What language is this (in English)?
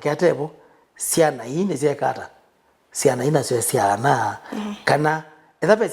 Kamba